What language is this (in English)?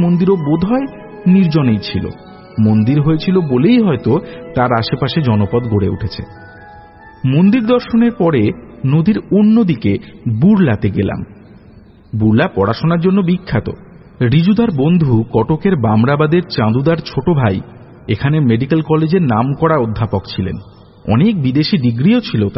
Bangla